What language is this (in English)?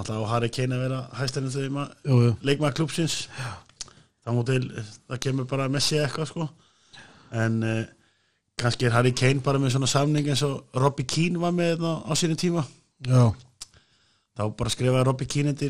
Icelandic